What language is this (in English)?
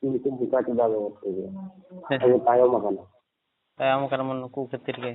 Santali